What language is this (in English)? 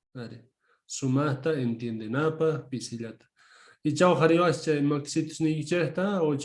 South Bolivian Quechua